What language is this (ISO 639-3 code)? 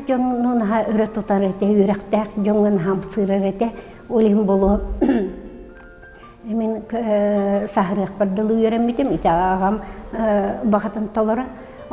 sah